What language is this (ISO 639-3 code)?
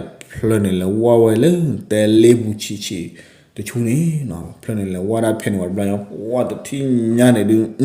ksw